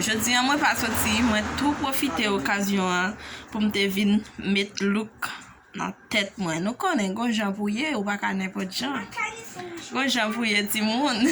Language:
Haitian Creole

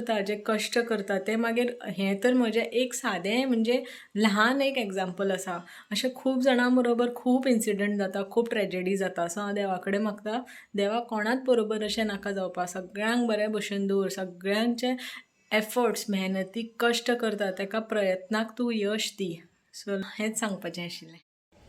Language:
Konkani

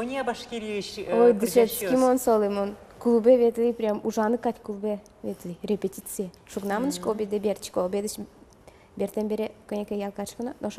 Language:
Udmurt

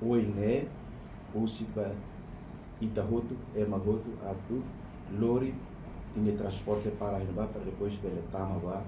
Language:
Tetum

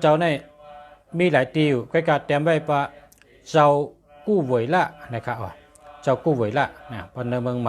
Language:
Shan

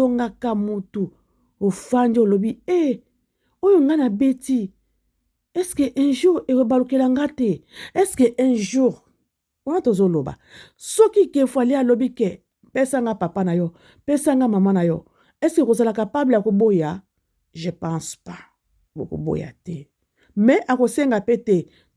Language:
Lingala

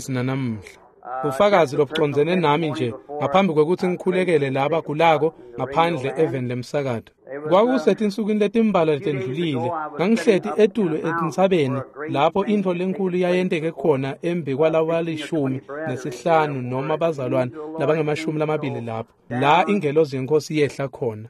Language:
Swati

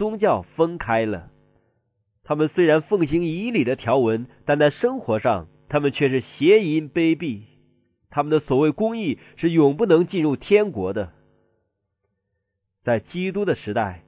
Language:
Chinese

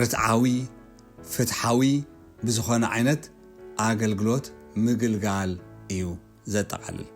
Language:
Tigrinya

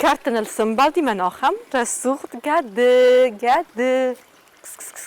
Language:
Ossetic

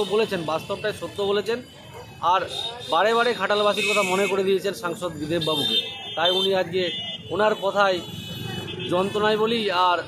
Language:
Bangla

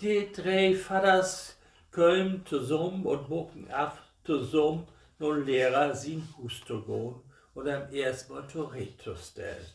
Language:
Low German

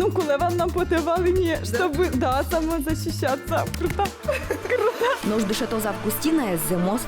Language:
Udmurt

